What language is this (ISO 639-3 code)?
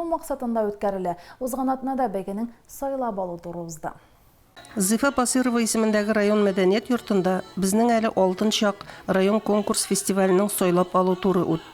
tat